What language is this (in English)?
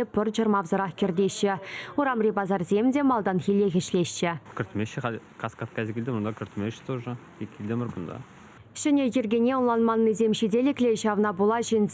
Chuvash